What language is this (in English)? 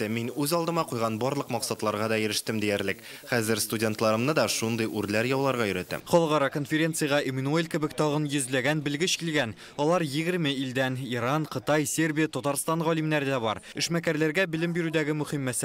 Tatar